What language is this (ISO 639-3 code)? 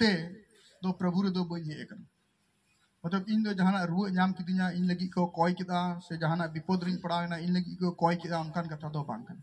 sat